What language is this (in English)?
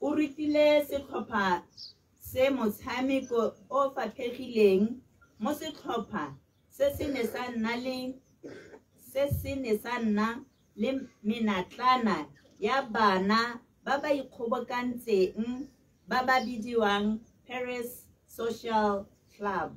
Tswana